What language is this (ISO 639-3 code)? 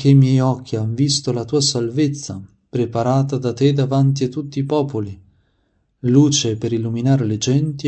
ita